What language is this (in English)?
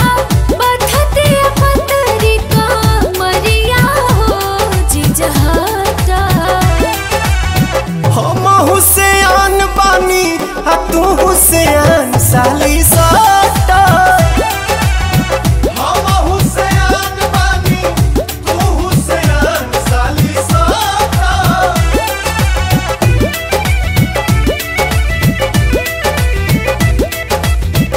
Bhojpuri